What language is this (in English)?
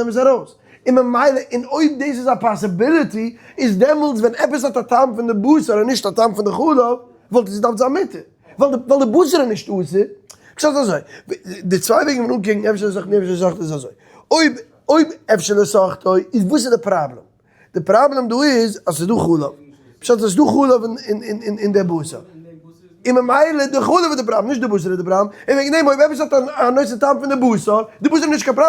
Yiddish